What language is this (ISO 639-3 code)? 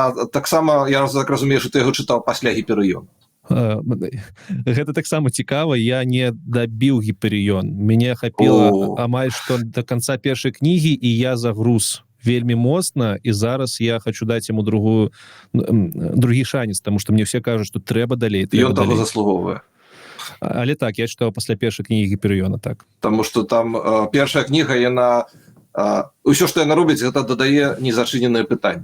bel